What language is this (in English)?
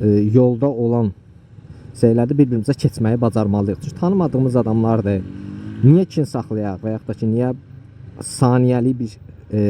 Azerbaijani